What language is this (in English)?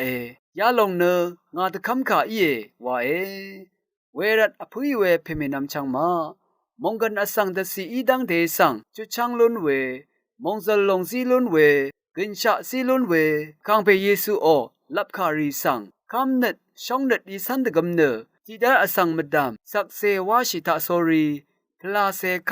Rawang